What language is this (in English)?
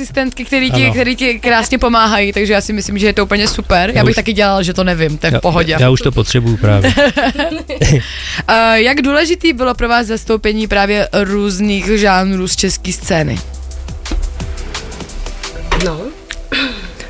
Czech